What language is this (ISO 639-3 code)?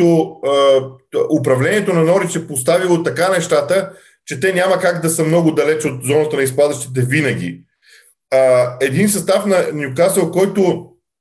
bul